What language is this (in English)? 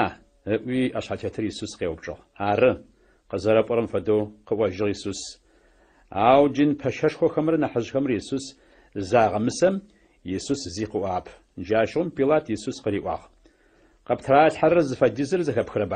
Adyghe